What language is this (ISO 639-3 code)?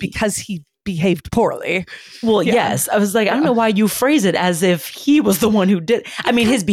eng